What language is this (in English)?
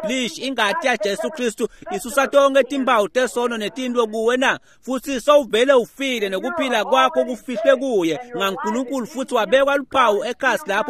Swati